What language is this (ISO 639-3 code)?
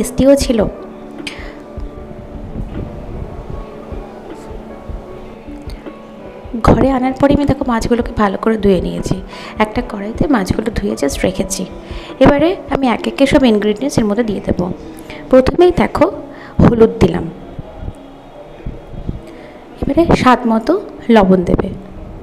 ben